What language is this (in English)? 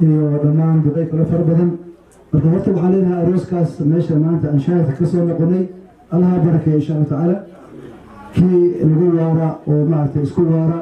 Somali